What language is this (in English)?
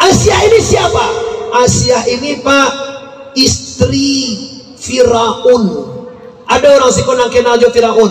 Minangkabau